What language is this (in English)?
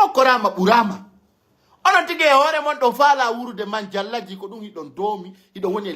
Pular